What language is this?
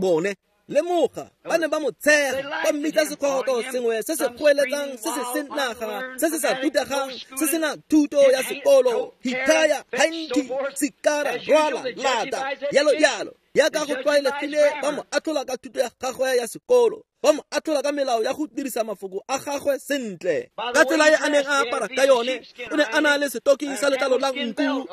Tswana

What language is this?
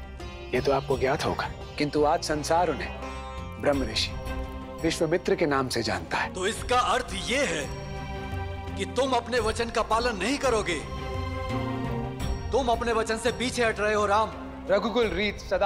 Hindi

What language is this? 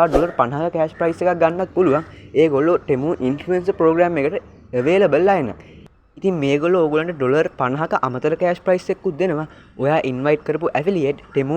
Sinhala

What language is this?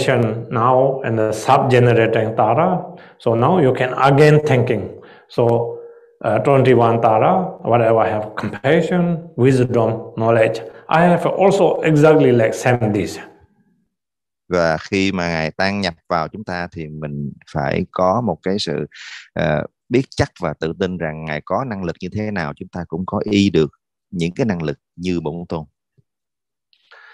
Vietnamese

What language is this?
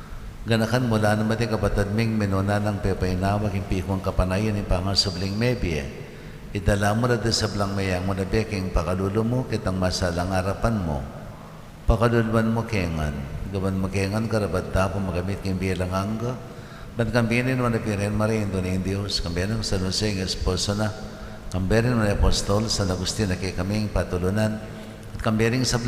Pampanga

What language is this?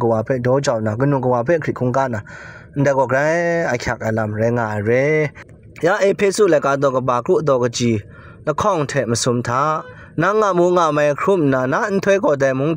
Kachin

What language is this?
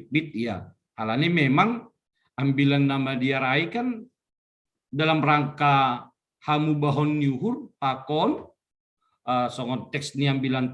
Batak Simalungun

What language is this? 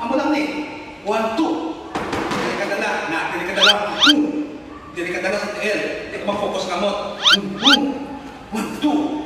Hiligaynon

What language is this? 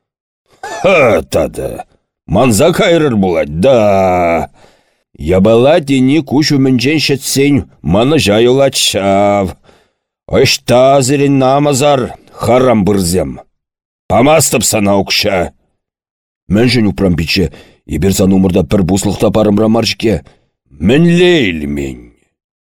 Chuvash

